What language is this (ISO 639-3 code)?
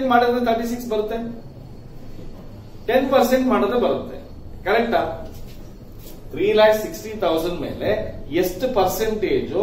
kan